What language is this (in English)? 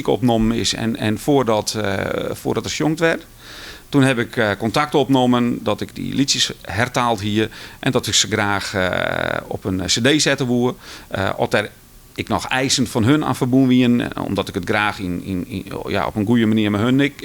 Western Frisian